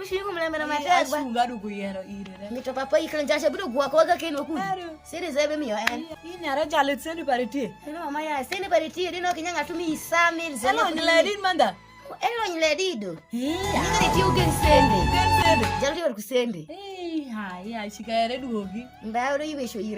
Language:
Alur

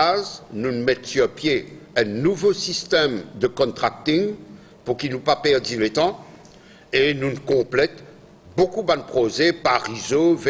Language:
Morisyen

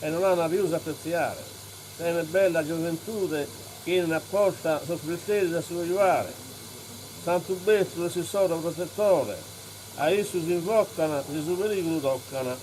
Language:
Sardinian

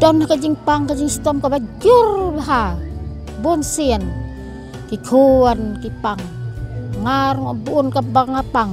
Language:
Khasi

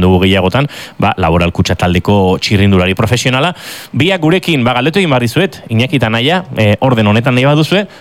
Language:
Basque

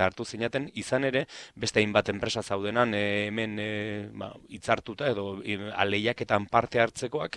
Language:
Basque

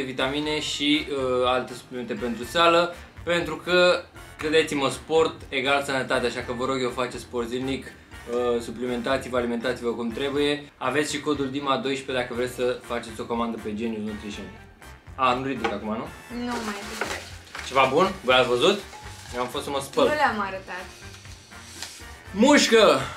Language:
Romanian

